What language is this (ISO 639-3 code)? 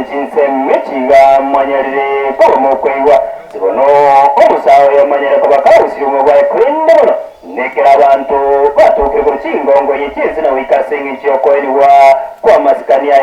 guz